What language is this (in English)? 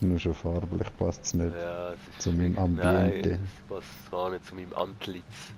Swiss German